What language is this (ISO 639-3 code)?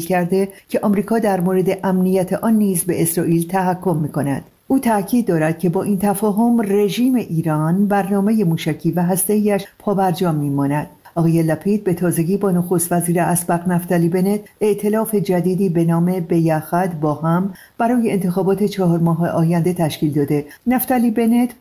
fas